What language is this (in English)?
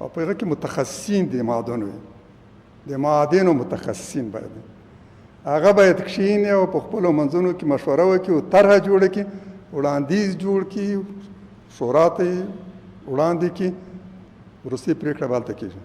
Pashto